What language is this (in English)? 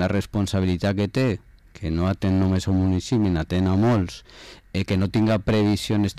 Catalan